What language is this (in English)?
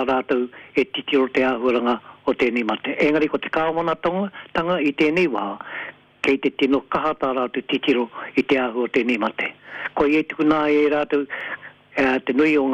Māori